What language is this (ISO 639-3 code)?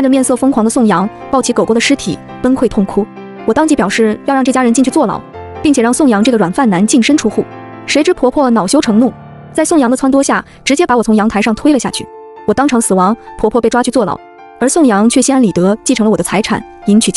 zho